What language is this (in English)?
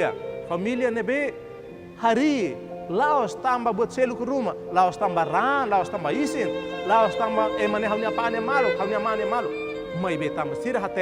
Tetum